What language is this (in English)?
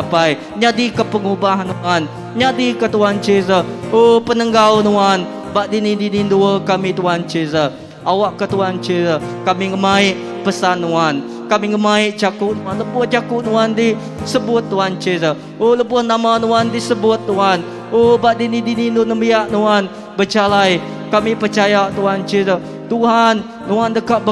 Iban